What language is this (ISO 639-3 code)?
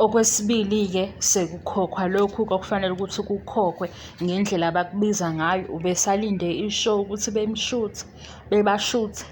zul